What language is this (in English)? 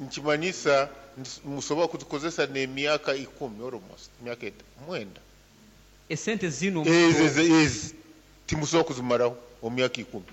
Nyankole